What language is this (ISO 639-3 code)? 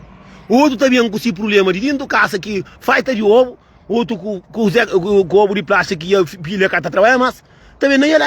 kea